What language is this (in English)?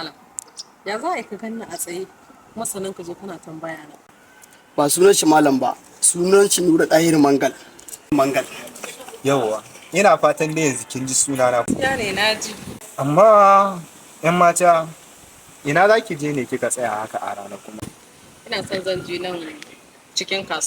Hausa